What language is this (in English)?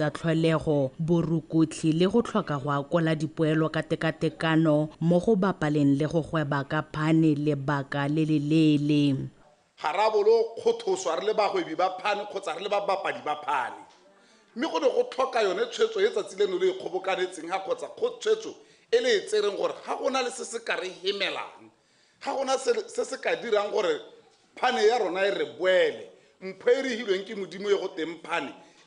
Tswana